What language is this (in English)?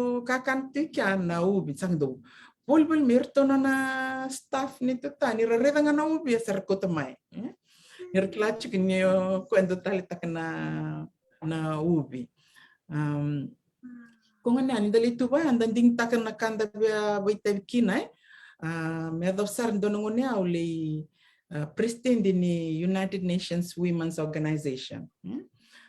Fijian